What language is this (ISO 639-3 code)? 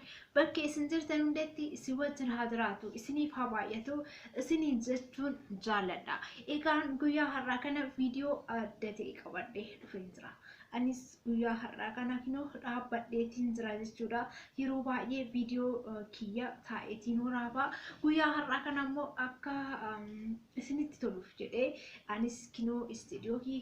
orm